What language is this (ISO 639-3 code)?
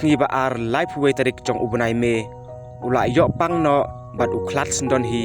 kha